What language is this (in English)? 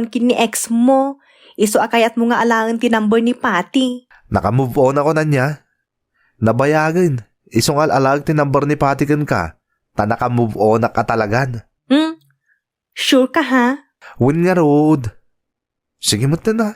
Iloko